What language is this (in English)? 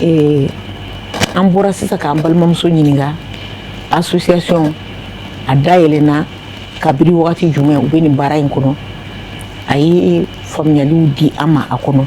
Bambara